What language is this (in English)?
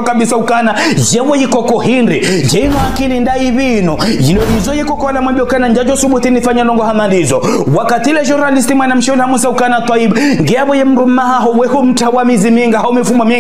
Ngazidja Comorian